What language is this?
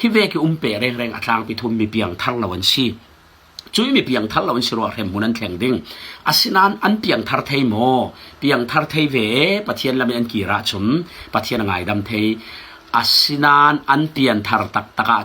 Falam Chin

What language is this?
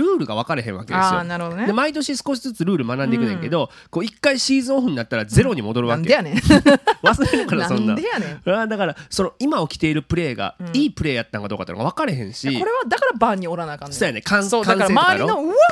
Japanese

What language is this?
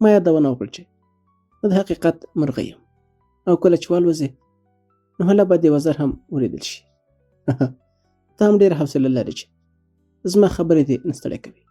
Pashto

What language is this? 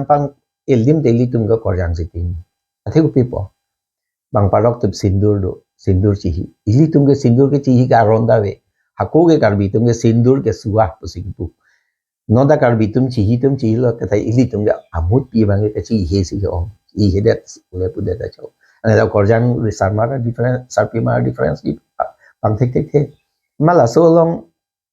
Karbi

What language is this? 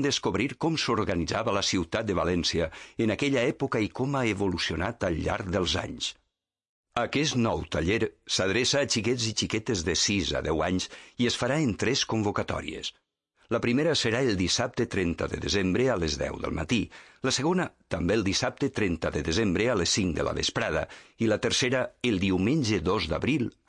Catalan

